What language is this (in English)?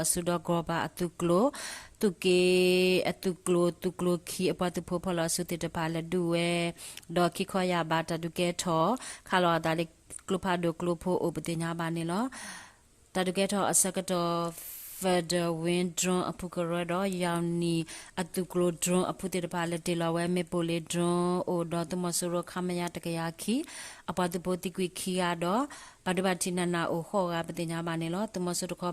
S'gaw Karen